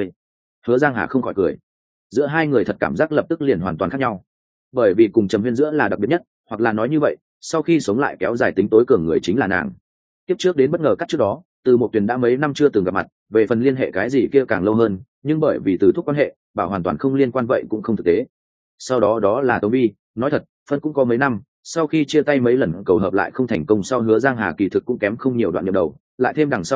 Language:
Vietnamese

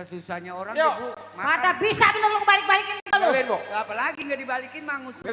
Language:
Betawi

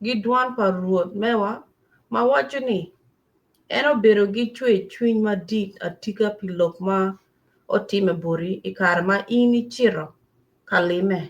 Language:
Acoli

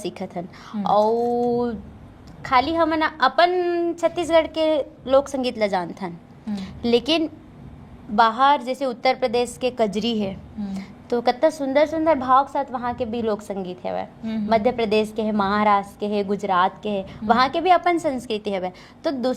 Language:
Chhattisgarhi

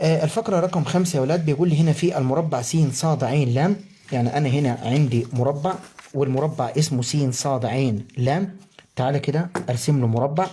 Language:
Egyptian Arabic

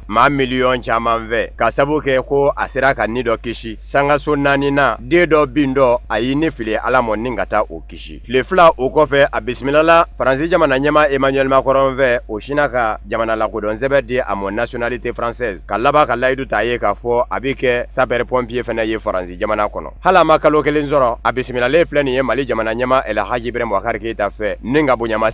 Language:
Bambara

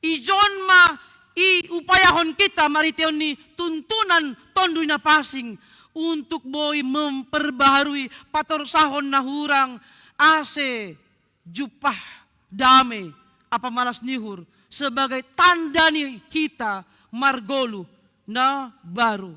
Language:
Batak Simalungun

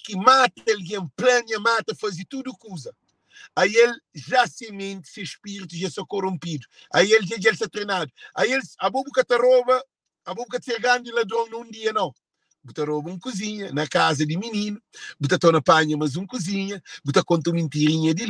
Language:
Kabuverdianu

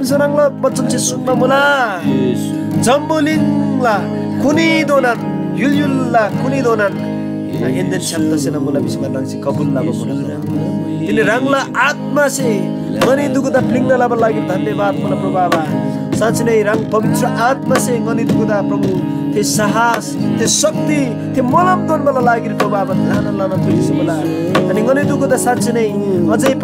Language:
Eastern Tamang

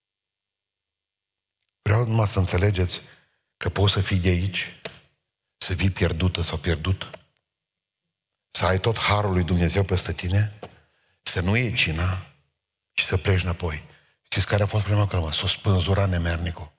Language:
Romanian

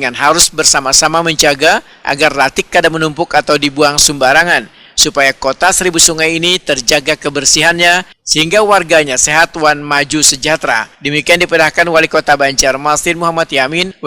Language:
Banjar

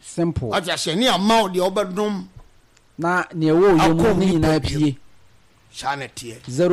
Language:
Akan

